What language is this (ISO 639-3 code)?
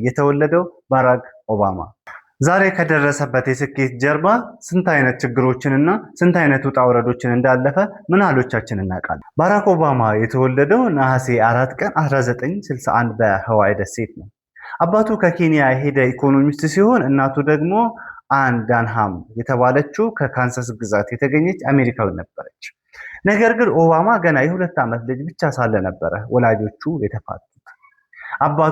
amh